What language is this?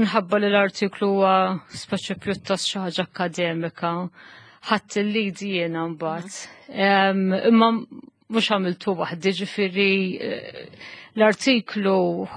Maltese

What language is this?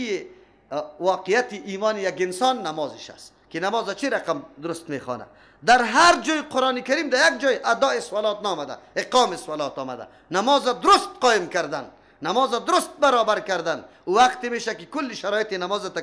Persian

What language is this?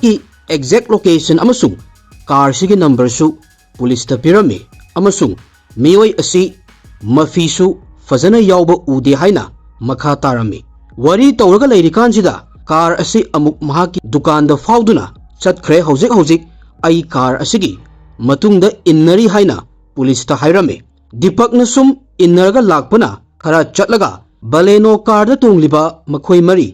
Manipuri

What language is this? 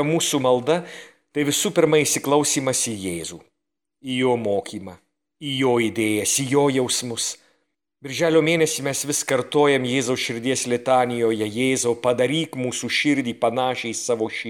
Lithuanian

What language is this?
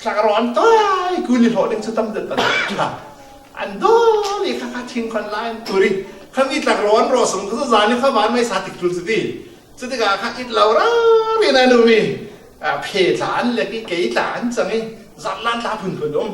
Falam Chin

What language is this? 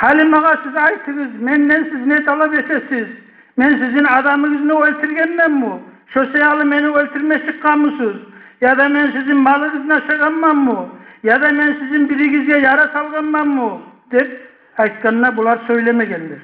Kumyk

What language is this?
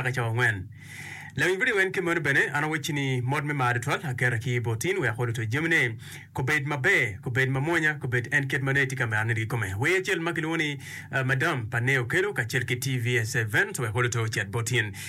Acoli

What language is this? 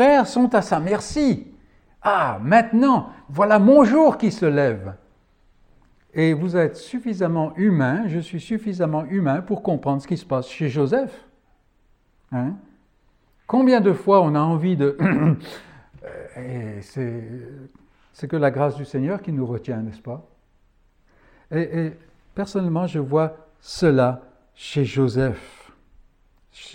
French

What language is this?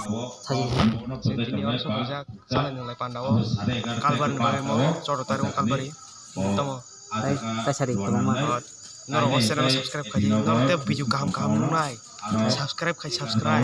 Kok Borok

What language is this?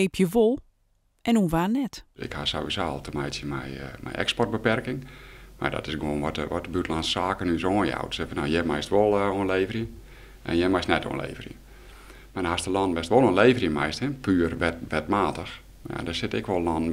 Western Frisian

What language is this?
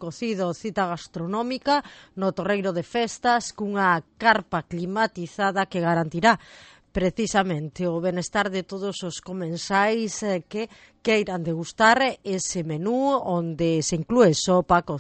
Galician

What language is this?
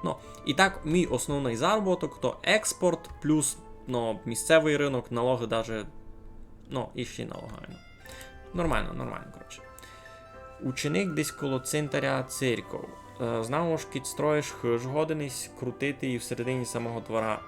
Rusyn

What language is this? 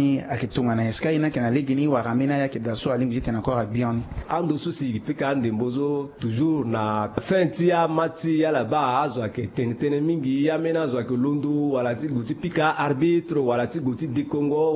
Sango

